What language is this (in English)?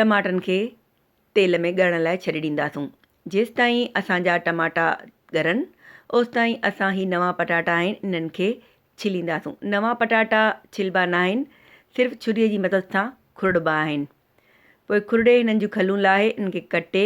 Sindhi